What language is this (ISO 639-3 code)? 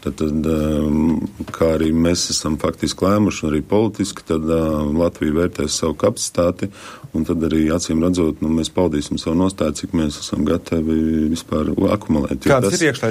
lav